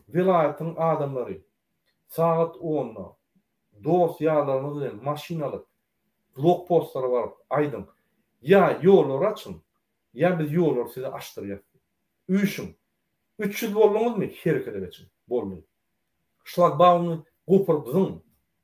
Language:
Turkmen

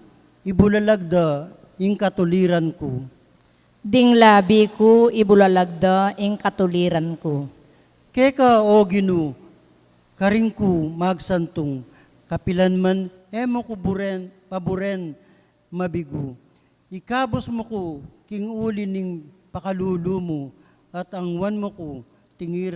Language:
Pampanga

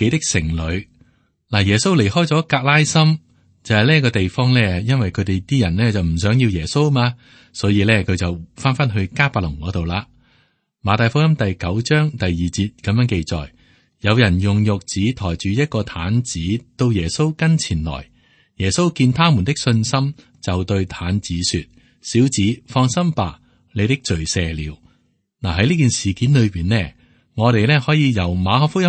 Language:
Cantonese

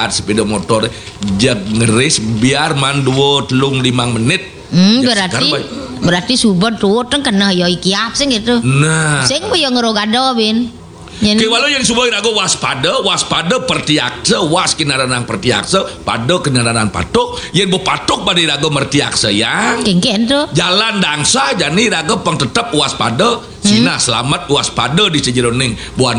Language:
Balinese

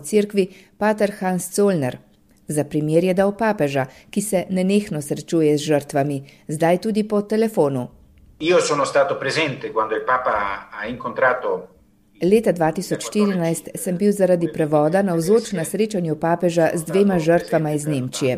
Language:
Slovenian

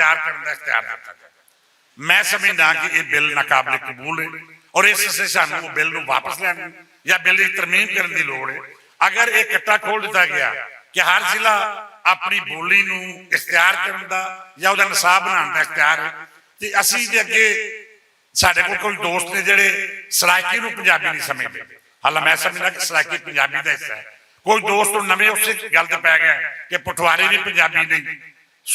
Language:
Western Panjabi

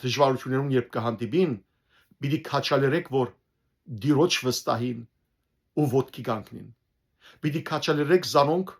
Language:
Western Armenian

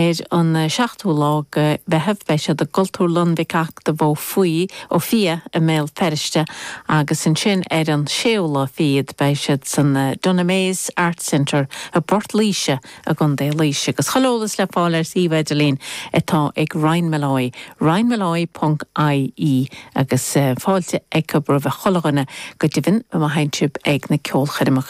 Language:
Irish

